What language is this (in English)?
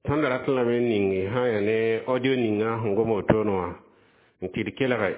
Mossi